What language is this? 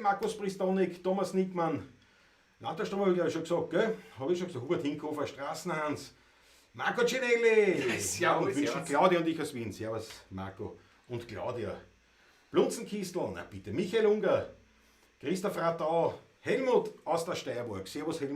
Bavarian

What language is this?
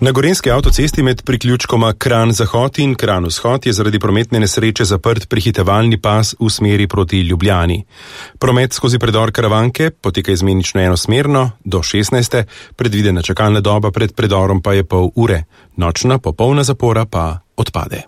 Slovenian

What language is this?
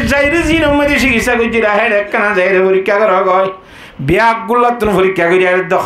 Rohingya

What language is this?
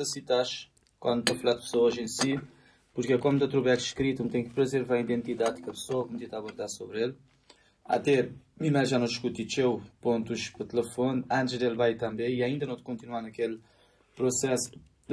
Kabuverdianu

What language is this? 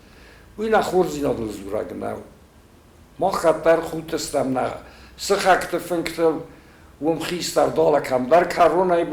Ossetic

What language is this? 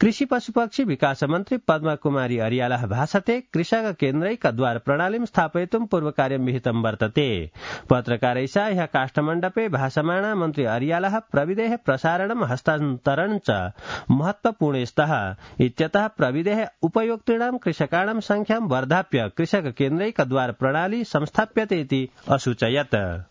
Sanskrit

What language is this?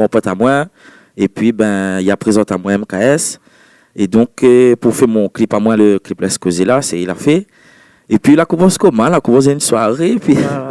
Réunion Creole French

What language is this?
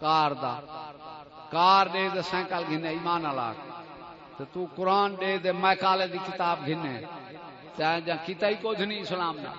Saraiki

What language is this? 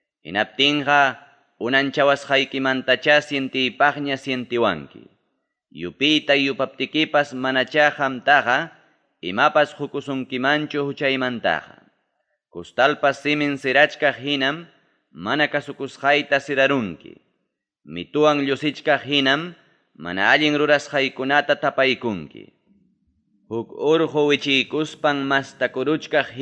Ayacucho Quechua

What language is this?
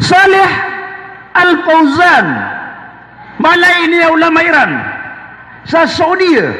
Maranao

